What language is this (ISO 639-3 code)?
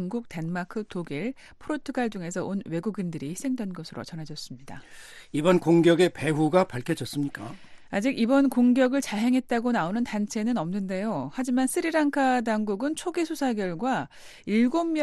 kor